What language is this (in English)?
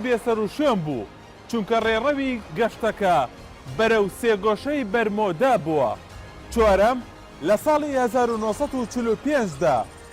Central Kurdish